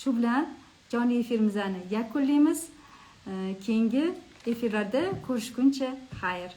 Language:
Uzbek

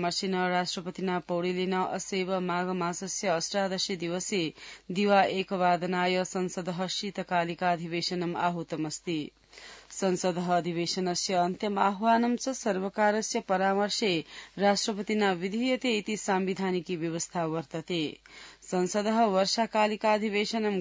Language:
Sanskrit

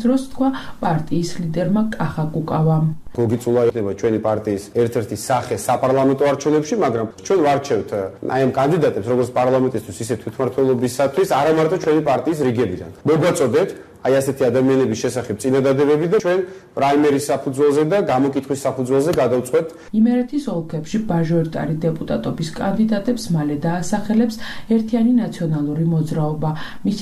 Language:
Georgian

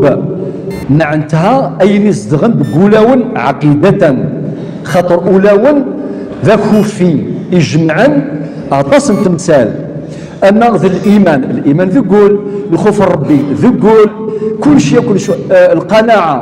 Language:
Kabyle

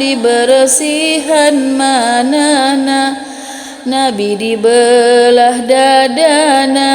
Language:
Sundanese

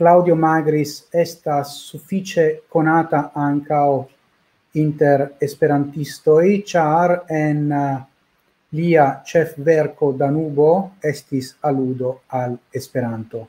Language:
Esperanto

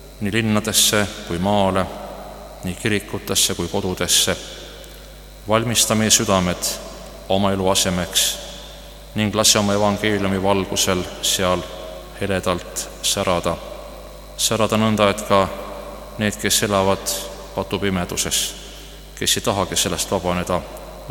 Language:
Estonian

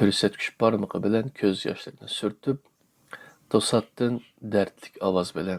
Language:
Uyghur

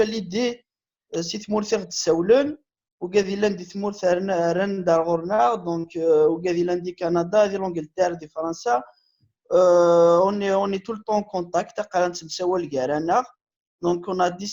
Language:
Kabyle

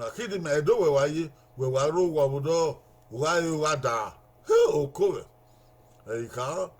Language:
Bini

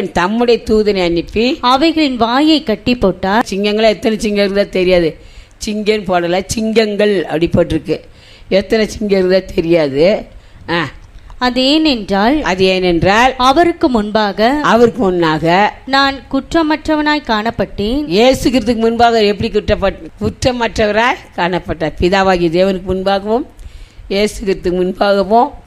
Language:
Tamil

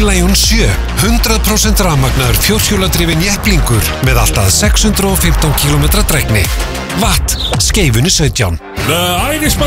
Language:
Icelandic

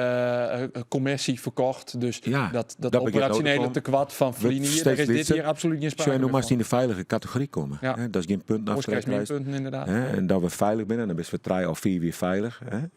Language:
Western Frisian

